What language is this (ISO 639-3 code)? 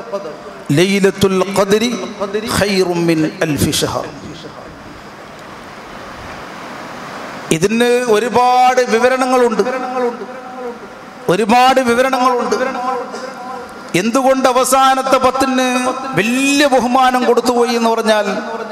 mal